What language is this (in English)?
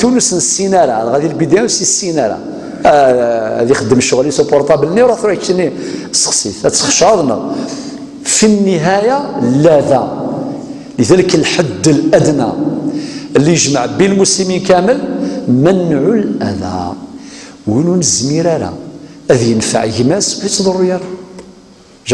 Kabyle